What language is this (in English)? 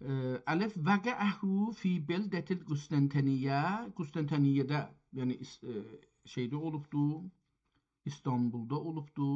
South Azerbaijani